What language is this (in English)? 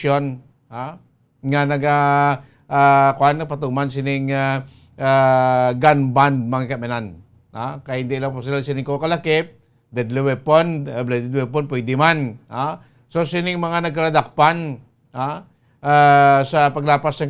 Hiligaynon